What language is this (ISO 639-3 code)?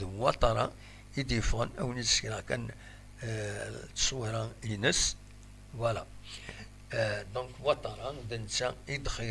kab